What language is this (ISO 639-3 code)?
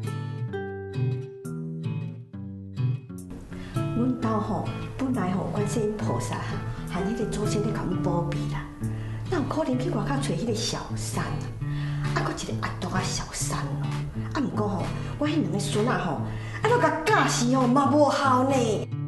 nan